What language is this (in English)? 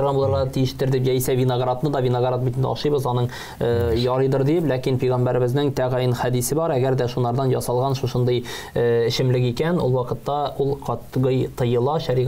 Tatar